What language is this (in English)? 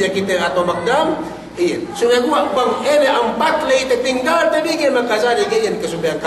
Yakan